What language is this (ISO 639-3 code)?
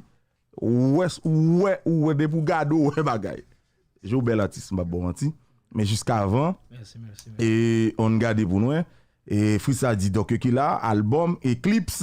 hat